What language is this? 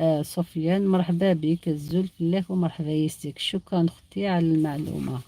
Algerian Arabic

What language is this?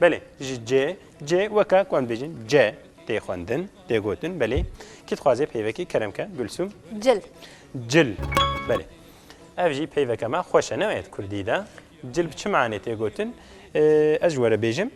Kurdish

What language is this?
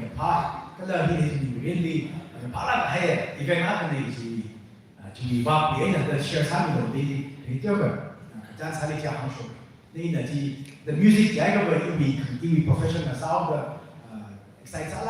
Tangkhul Naga (India)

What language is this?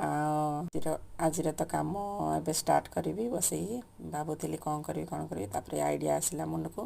Odia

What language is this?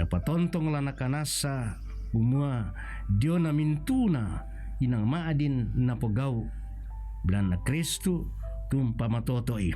Toraja-Sa'dan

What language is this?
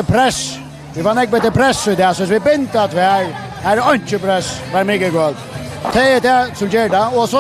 Faroese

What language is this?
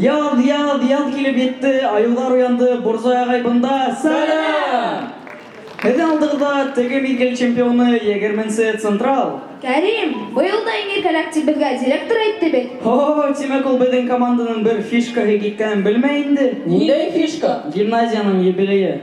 Bashkir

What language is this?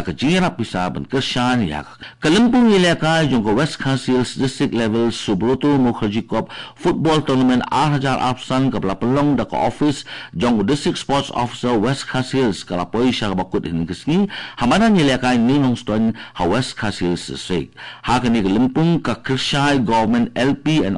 Khasi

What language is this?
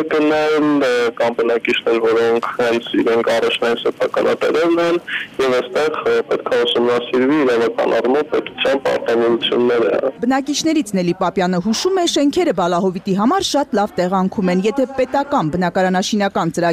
Armenian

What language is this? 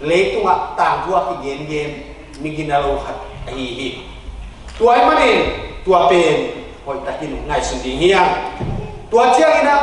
Tedim Chin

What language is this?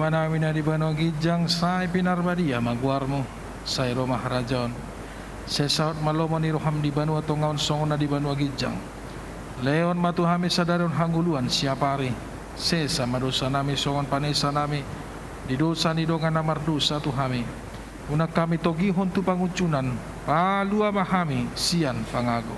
Batak Toba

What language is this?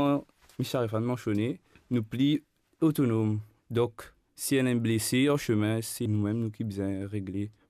Morisyen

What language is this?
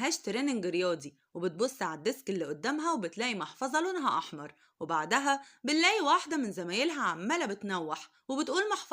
Egyptian Arabic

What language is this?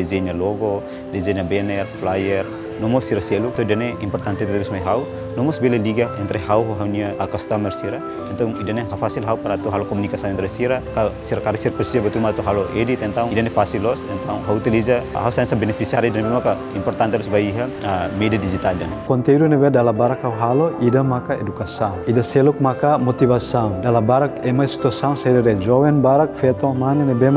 Tetum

